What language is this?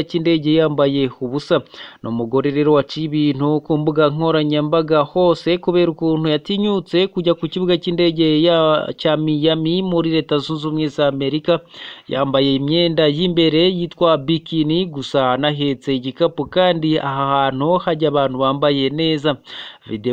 Kinyarwanda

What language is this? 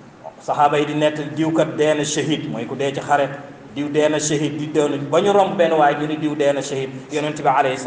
Wolof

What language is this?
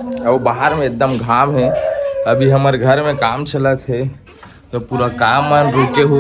Chhattisgarhi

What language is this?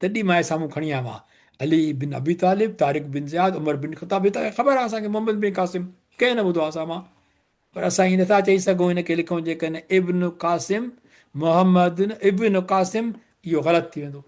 Sindhi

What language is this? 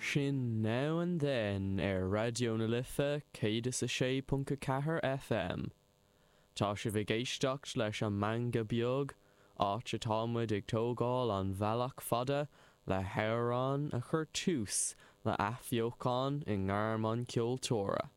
Irish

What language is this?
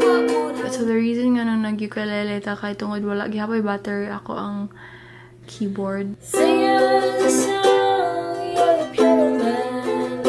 Cebuano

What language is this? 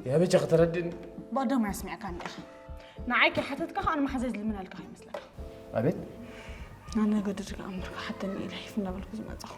Tigrinya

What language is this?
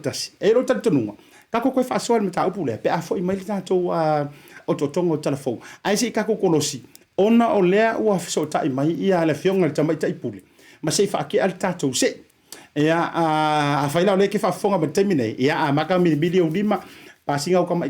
Samoan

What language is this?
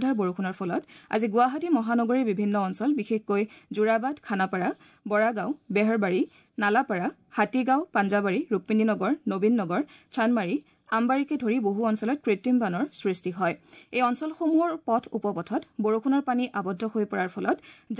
Assamese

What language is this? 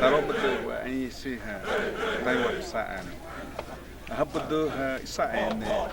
Xavánte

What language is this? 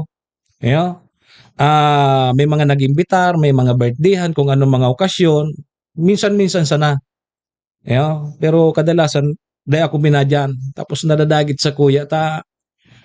Bikol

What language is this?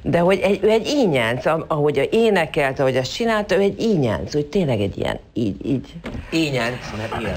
Hungarian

